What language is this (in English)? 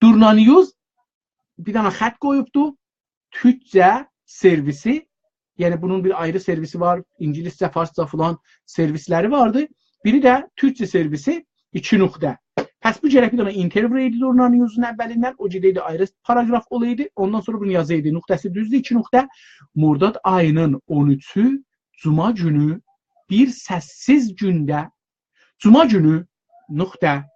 South Azerbaijani